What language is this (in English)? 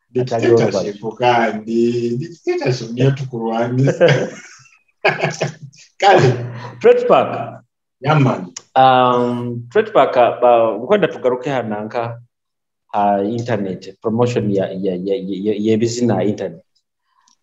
Nyoro